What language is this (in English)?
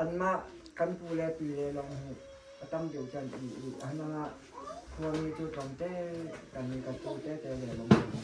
Hakha Chin